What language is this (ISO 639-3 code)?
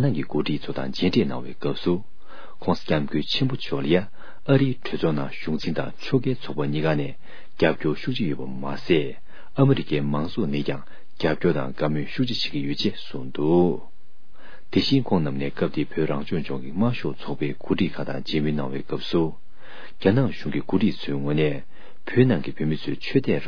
bod